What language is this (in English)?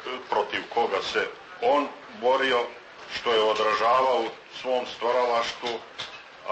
Bosnian